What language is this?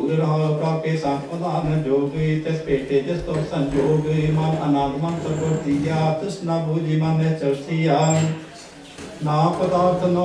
Punjabi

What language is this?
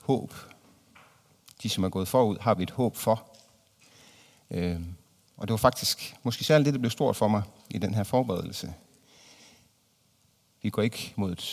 Danish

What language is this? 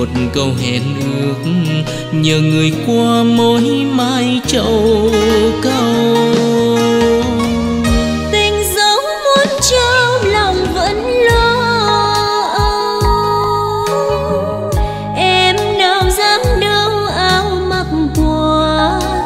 Vietnamese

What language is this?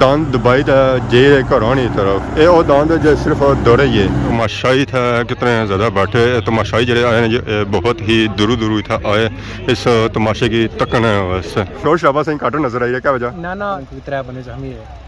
Pahari-Potwari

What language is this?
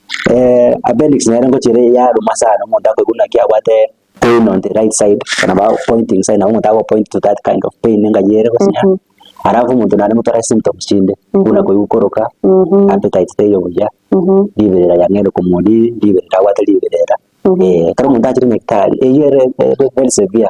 Gusii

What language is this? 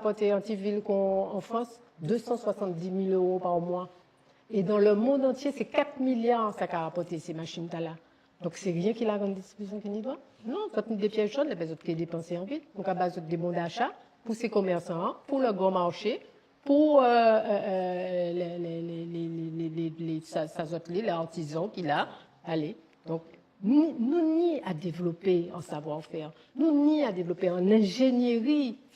Guadeloupean Creole French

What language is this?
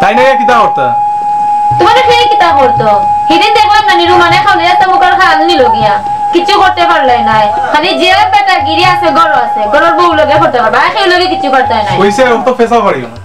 Sylheti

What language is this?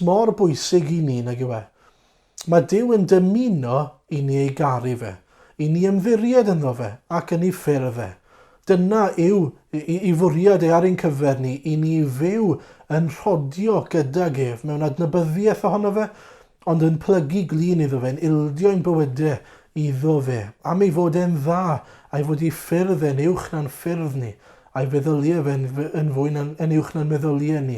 Welsh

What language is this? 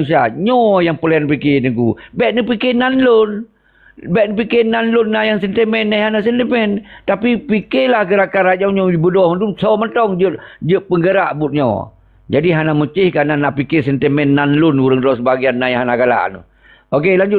Achinese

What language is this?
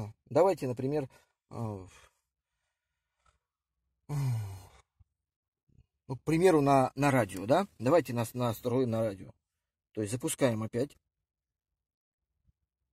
Russian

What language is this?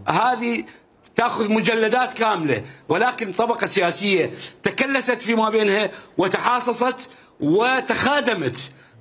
Mesopotamian Arabic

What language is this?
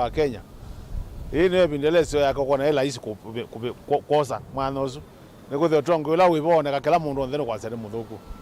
Kamba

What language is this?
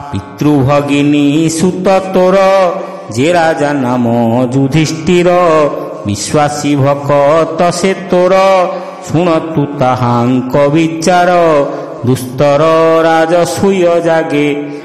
Odia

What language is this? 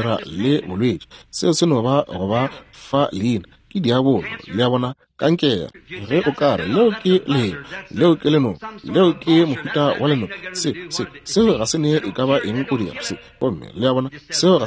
Northern Sotho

